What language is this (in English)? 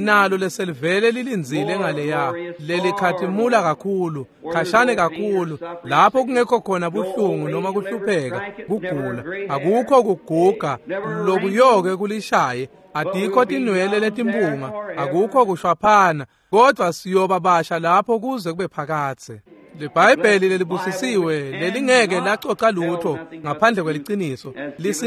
Swati